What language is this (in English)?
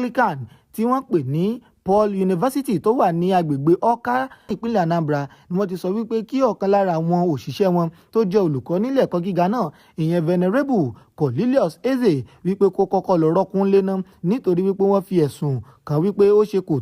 Yoruba